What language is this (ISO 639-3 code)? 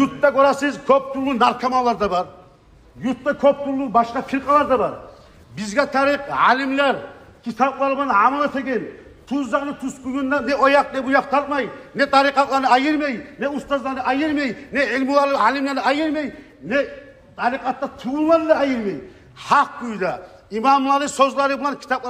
kum